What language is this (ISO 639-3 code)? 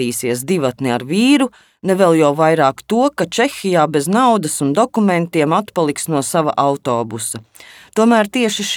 lav